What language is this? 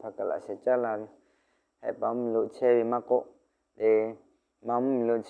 Lahu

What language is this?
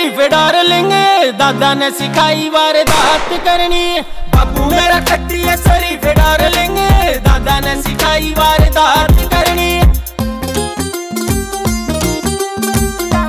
Haryanvi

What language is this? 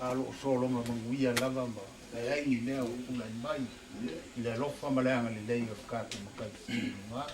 Samoan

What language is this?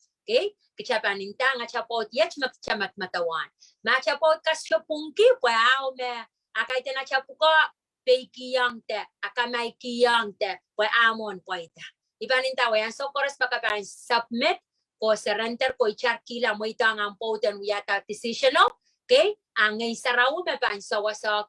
Pohnpeian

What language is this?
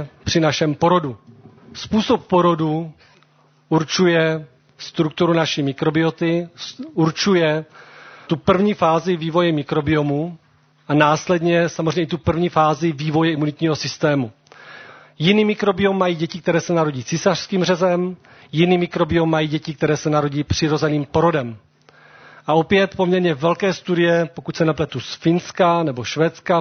Czech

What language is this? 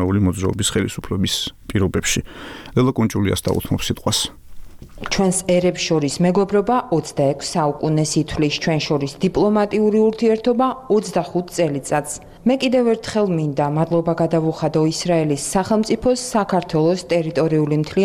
Georgian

